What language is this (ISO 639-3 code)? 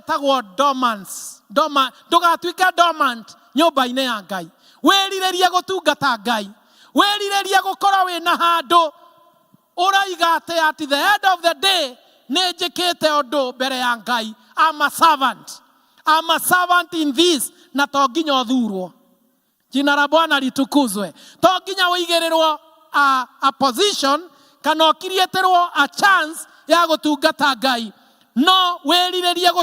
kik